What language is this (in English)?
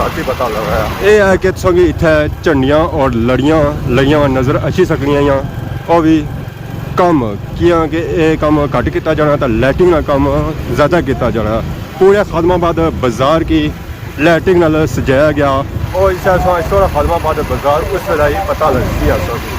Pahari-Potwari